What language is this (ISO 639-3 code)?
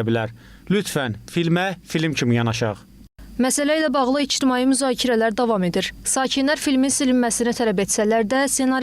aze